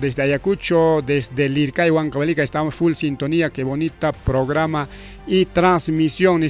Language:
Ayacucho Quechua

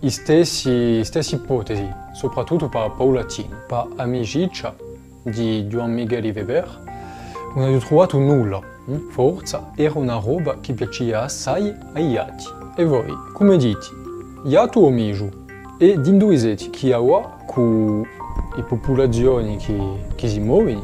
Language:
Corsican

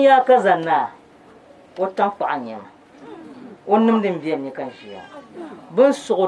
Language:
Dagbani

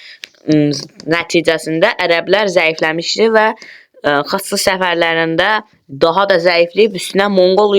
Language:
Azerbaijani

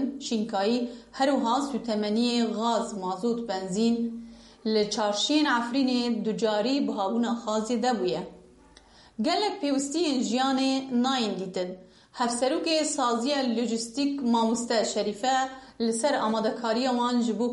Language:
Kurdish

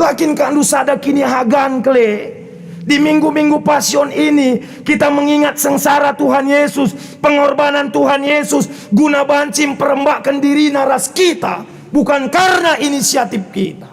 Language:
Batak Karo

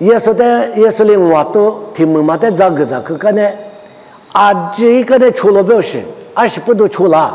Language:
Lisu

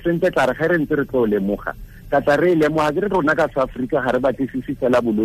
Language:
Tswana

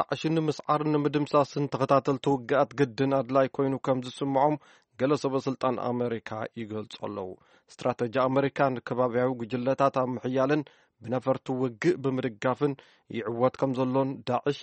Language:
Tigrinya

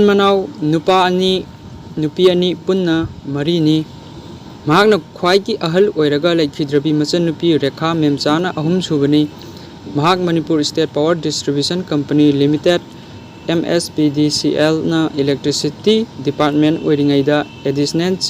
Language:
Manipuri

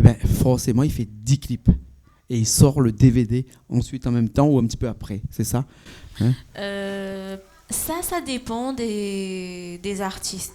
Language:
Réunion Creole French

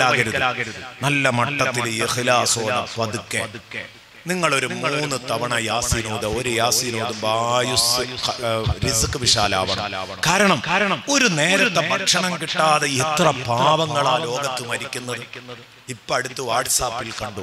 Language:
Malayalam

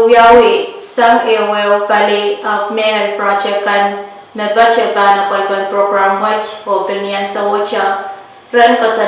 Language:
Pohnpeian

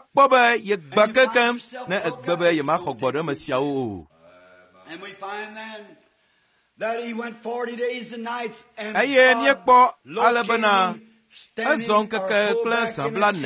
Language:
Ewe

